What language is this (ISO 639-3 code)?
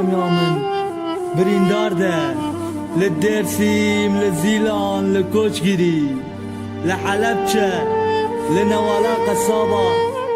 kur